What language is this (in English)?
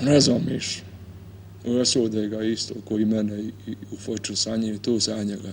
Bosnian